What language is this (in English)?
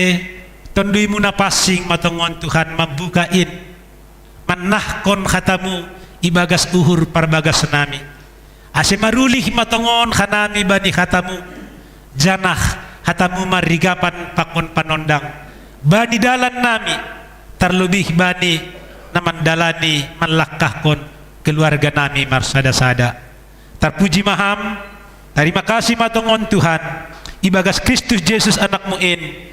Batak Simalungun